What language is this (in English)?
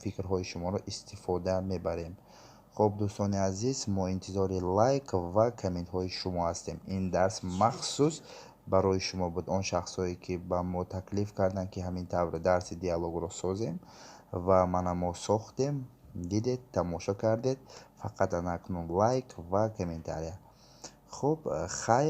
Tajik